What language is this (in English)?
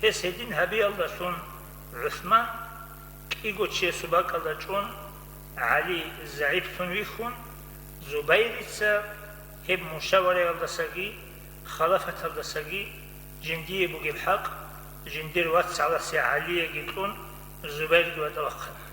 Avaric